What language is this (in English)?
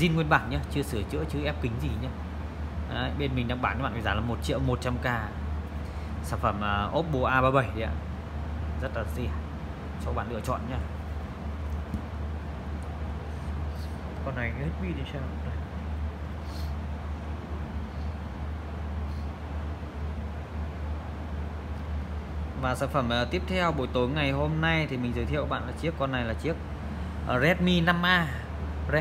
Vietnamese